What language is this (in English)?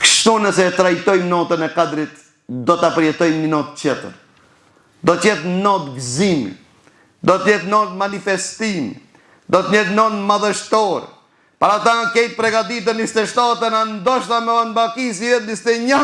Albanian